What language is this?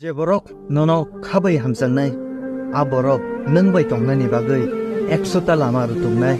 Kok Borok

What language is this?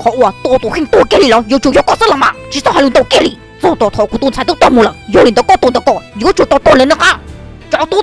Hmong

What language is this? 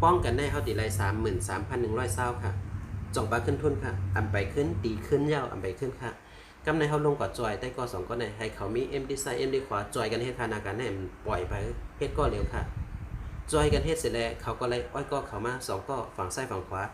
Shan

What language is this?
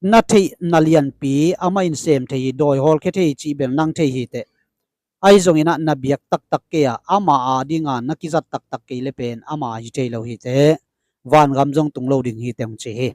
Tedim Chin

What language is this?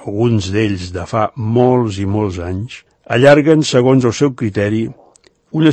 Catalan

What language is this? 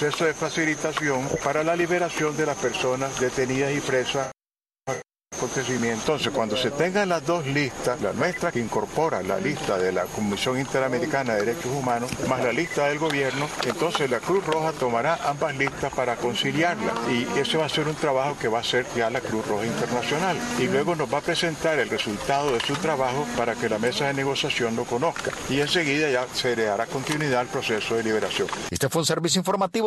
Spanish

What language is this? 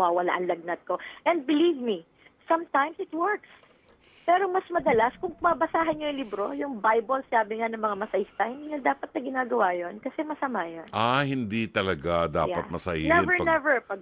Filipino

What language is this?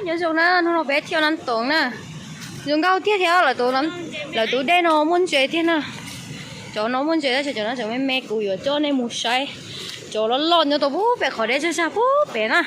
Hmong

